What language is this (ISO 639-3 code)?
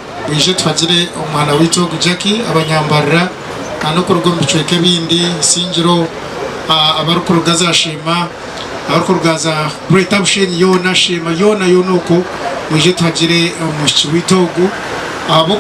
nyn